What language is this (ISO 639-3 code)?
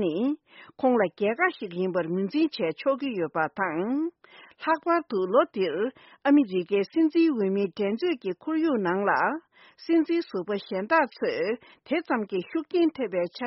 bod